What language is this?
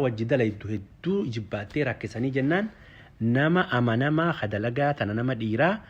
Oromo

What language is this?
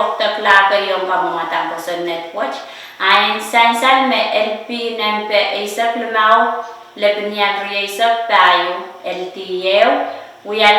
Pohnpeian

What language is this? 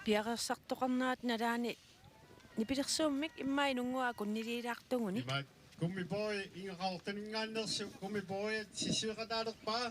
Kalaallisut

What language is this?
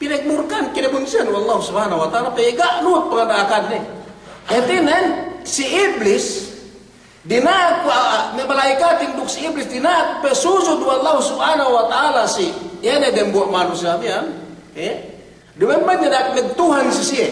Yakan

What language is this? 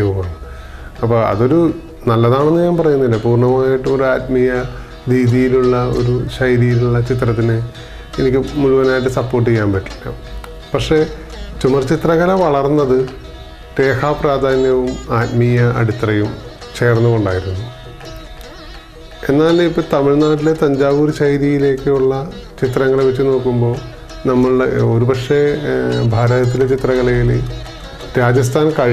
Malayalam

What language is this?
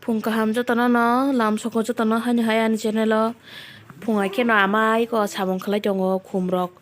Kok Borok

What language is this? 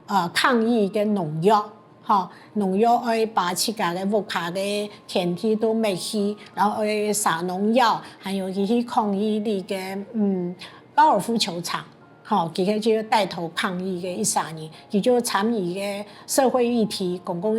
Hakka Chinese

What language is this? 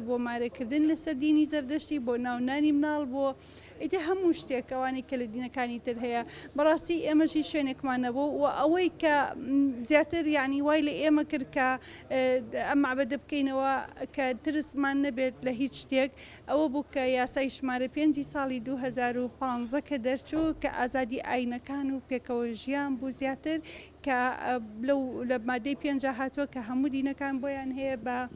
Central Kurdish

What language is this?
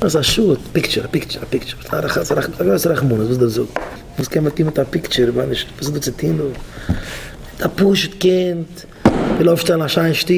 Yiddish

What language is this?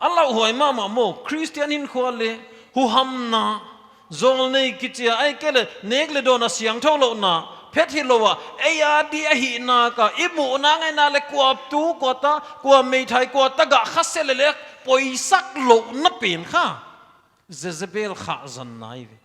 Paite Chin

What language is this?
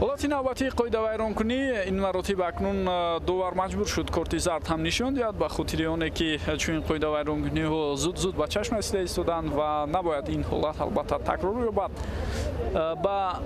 Tajik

